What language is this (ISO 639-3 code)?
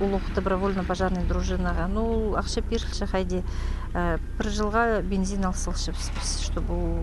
kjh